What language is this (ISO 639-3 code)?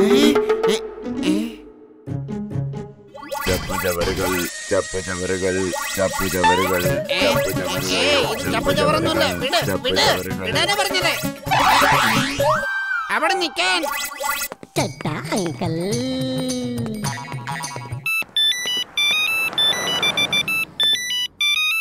mal